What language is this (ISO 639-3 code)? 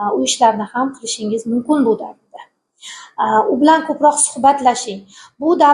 uzb